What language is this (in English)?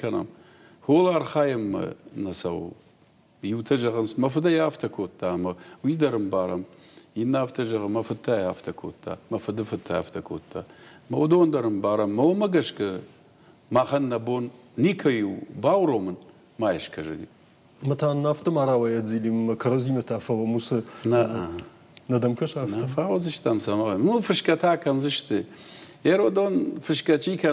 Ossetic